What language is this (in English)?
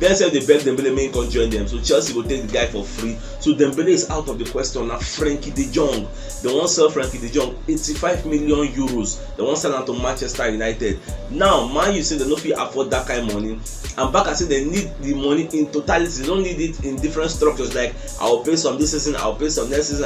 Nigerian Pidgin